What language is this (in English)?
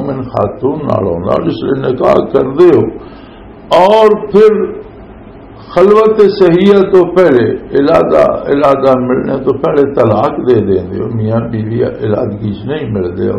Western Panjabi